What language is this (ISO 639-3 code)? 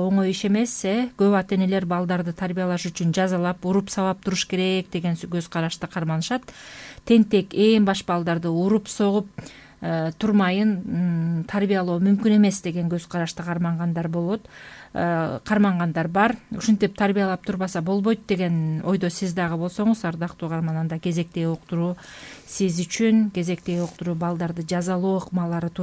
kir